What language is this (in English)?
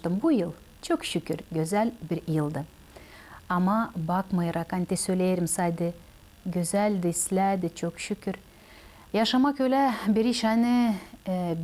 Gagauz